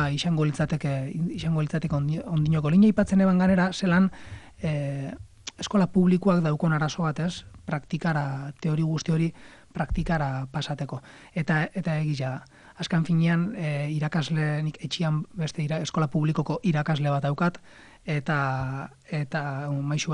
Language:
Basque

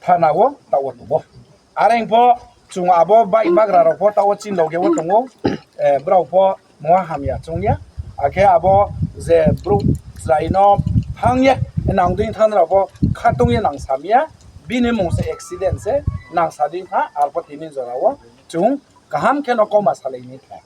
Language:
Riang (India)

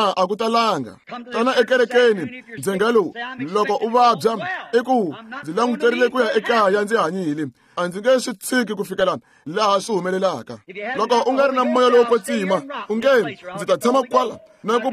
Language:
Tsonga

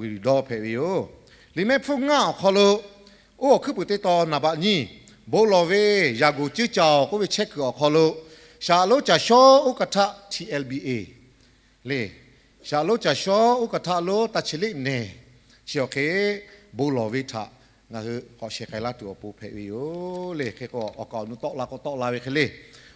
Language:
Lahu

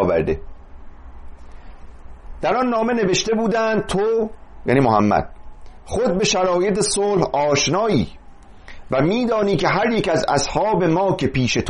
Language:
Persian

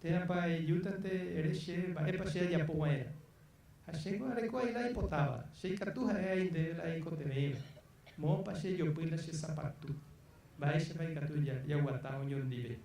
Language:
Guarani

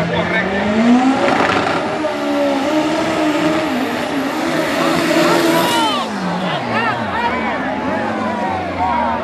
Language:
Spanish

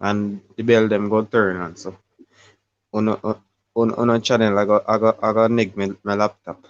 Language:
Jamaican Creole English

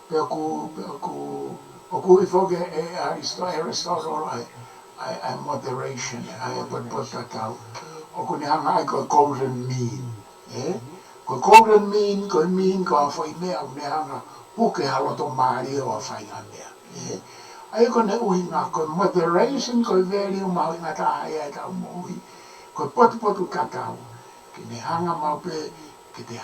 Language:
Tongan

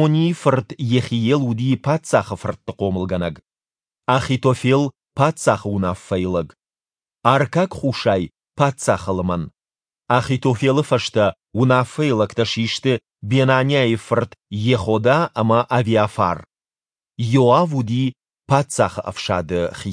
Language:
Ossetic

